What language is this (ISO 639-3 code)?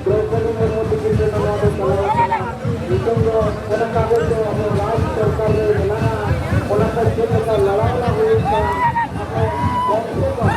sat